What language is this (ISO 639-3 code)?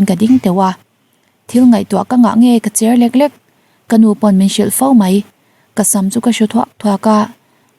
lus